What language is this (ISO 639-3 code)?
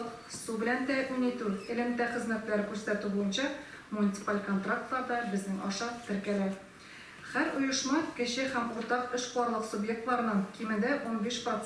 tat